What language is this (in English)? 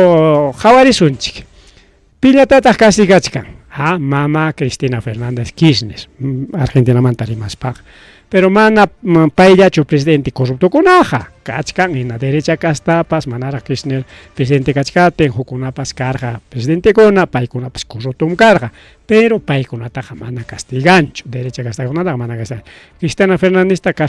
Ayacucho Quechua